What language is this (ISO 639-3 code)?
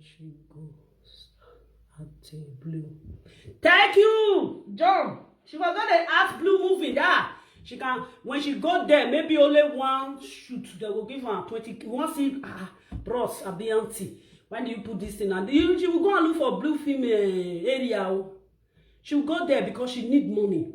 pcm